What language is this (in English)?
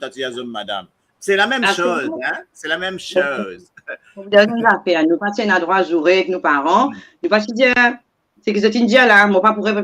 Morisyen